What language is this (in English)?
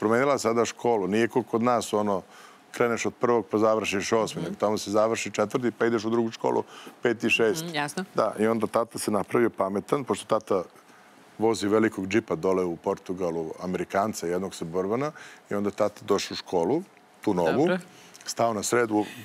Serbian